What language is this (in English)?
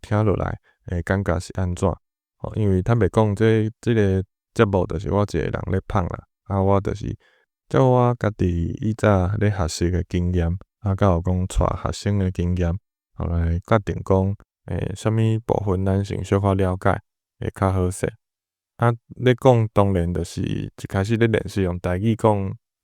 Min Nan Chinese